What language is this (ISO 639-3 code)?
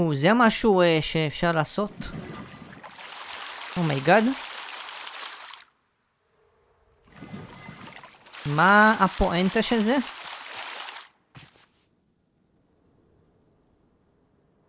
heb